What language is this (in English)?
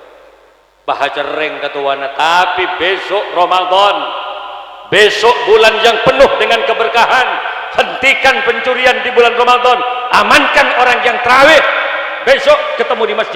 Madurese